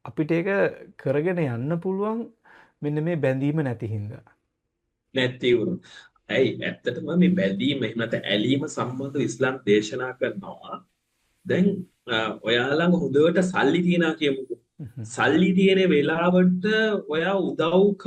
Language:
Sinhala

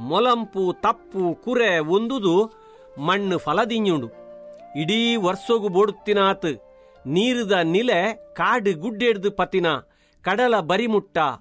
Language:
Tulu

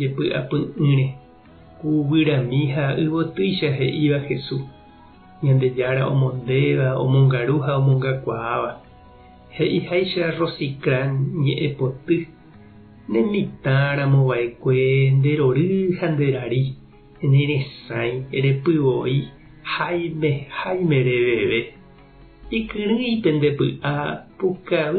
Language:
Guarani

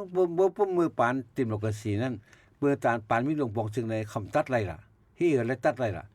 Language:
Shan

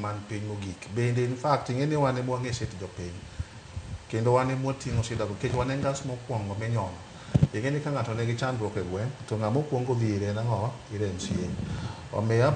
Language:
Luo (Kenya and Tanzania)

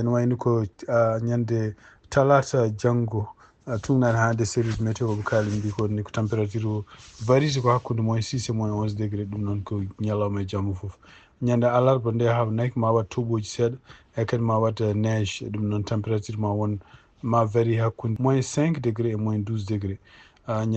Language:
Fula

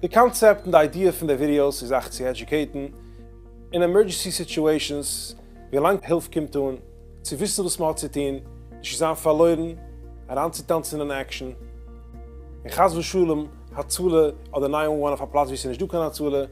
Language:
Yiddish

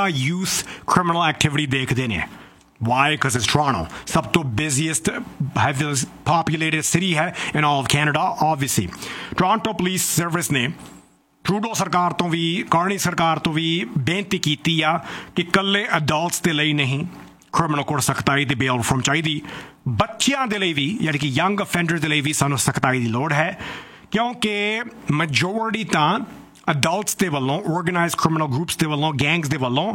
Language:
Punjabi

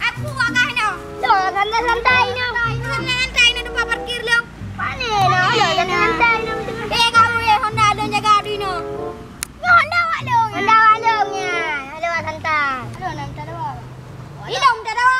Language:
Achinese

